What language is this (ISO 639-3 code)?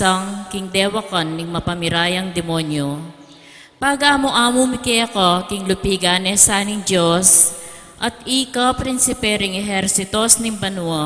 pam